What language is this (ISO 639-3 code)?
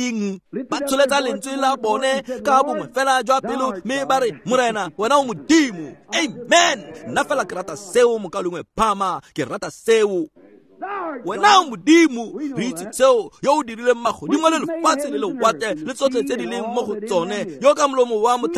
tsn